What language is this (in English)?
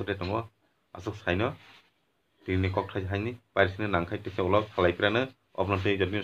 Kok Borok